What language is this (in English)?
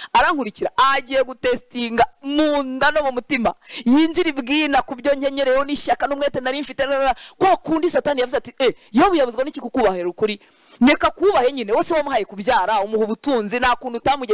Kinyarwanda